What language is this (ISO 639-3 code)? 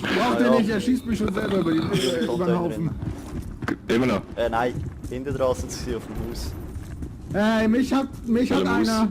gsw